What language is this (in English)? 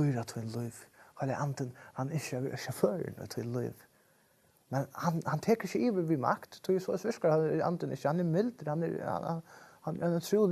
Faroese